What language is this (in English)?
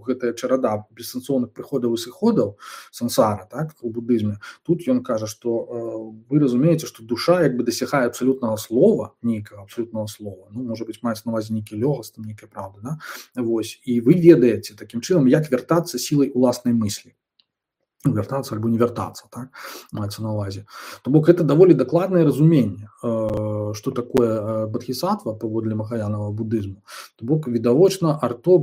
Belarusian